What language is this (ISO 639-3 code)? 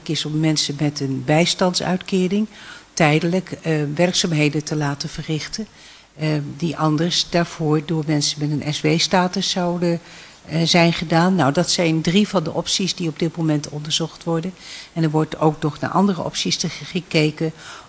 nld